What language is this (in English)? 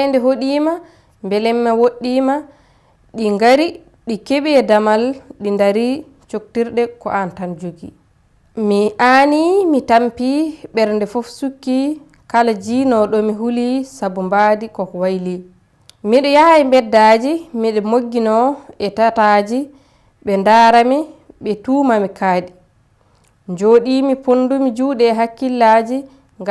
Fula